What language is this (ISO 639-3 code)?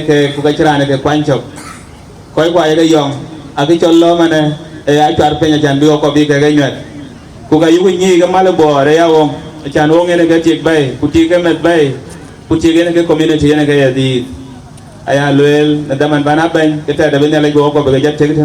din